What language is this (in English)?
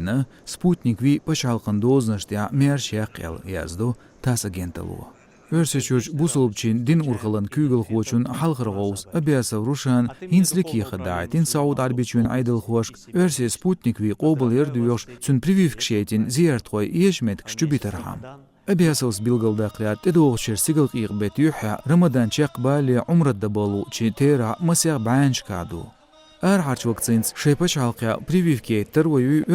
Chechen